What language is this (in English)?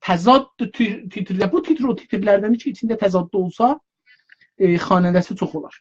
South Azerbaijani